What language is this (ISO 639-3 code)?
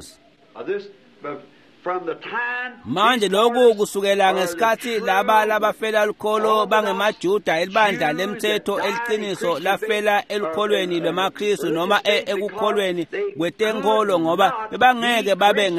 ssw